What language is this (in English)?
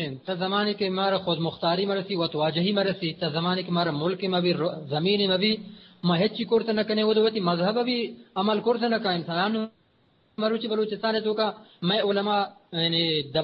Eastern Balochi